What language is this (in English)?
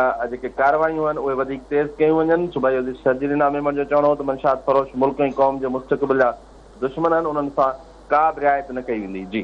Sindhi